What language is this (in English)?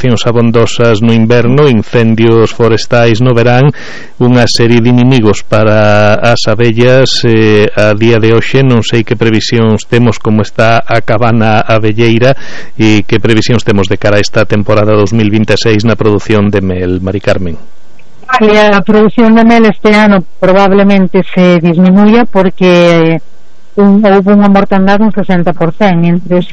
Galician